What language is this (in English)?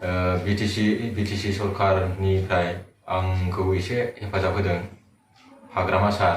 Bodo